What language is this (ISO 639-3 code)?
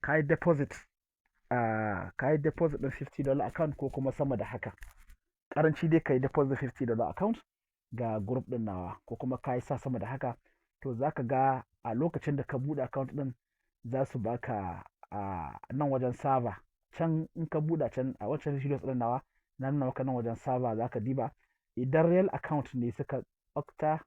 hau